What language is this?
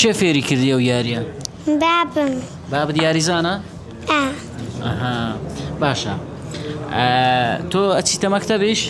Central Kurdish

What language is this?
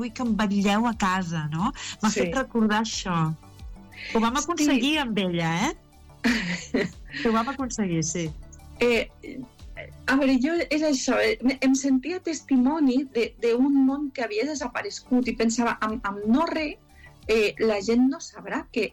Catalan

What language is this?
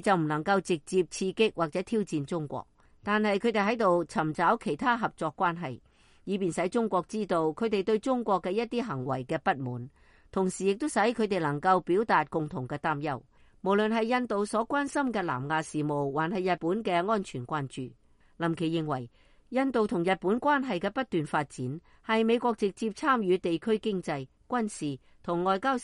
Cantonese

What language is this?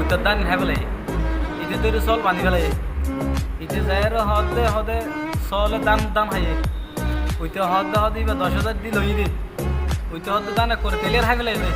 Rohingya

